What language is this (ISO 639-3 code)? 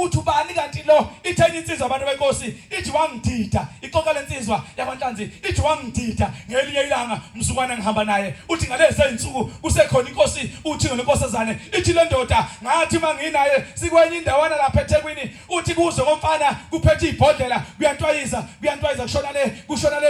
zul